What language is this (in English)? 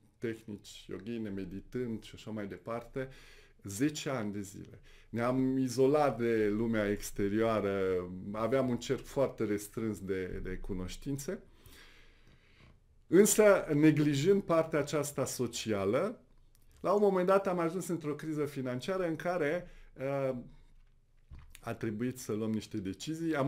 Romanian